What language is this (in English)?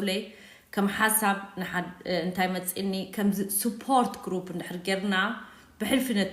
Tigrinya